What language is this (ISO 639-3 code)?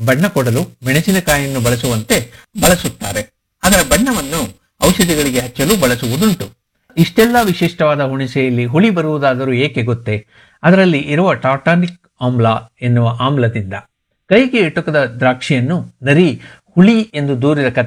kan